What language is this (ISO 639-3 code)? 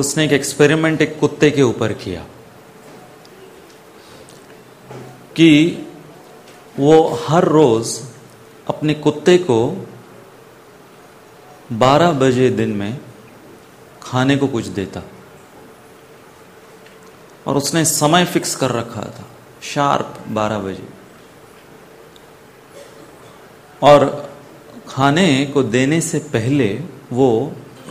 hin